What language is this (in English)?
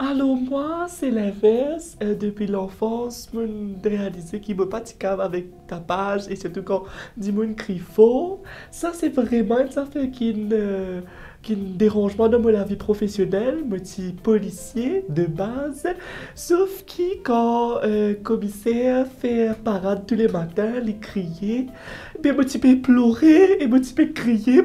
Morisyen